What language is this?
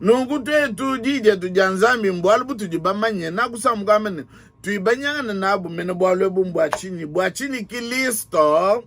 Luba-Lulua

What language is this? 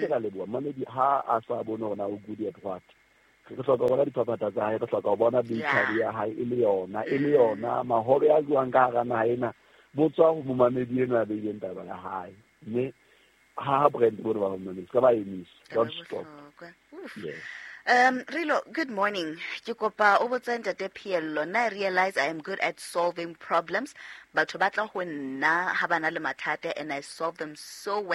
Southern Sotho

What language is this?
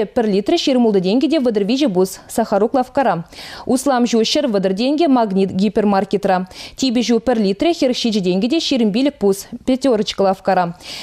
Chuvash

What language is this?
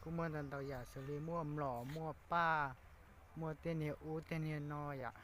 Hmong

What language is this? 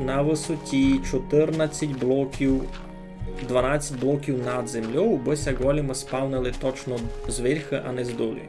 Rusyn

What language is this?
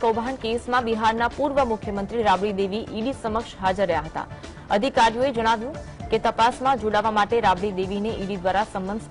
Gujarati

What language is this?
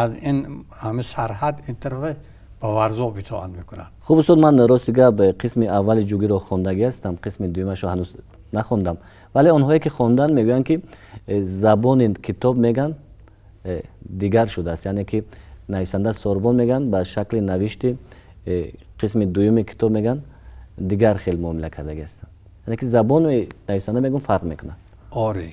Tajik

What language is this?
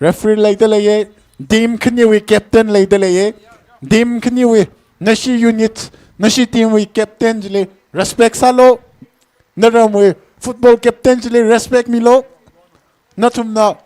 Tangkhul Naga (India)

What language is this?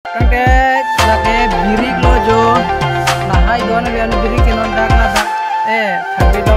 Karbi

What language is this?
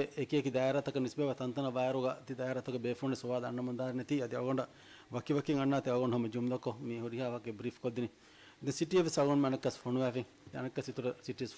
Divehi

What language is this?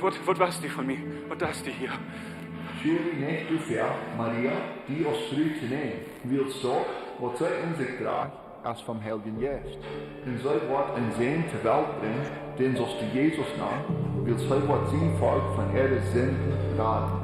Plautdietsch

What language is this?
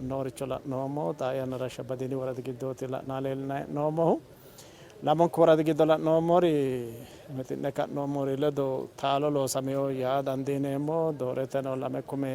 Sidamo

